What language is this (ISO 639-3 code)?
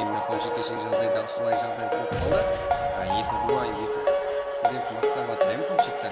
kaa